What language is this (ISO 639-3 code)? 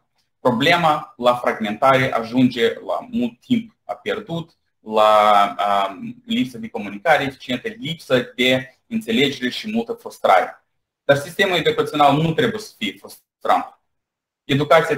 ron